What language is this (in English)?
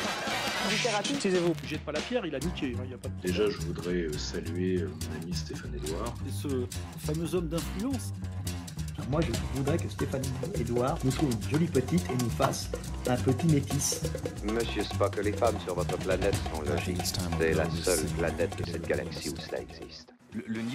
French